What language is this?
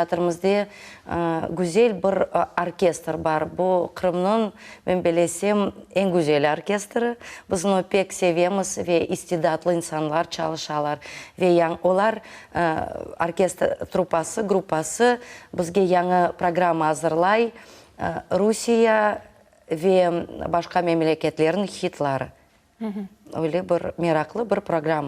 Crimean Tatar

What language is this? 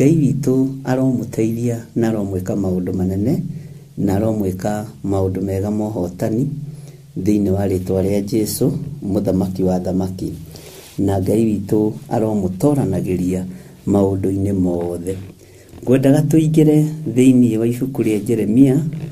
Kikuyu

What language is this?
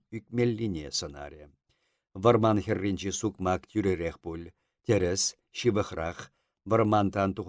Chuvash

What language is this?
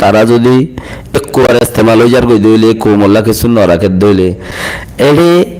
Rohingya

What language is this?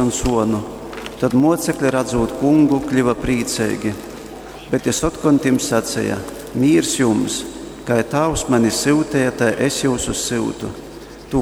Latgalian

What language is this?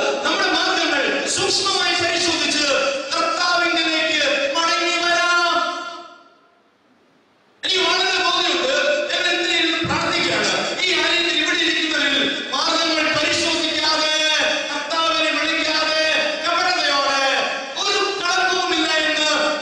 Malayalam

